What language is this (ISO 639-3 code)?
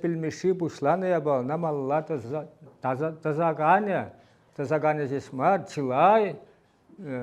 chv